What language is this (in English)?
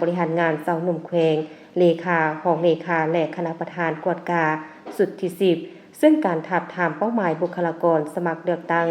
Lao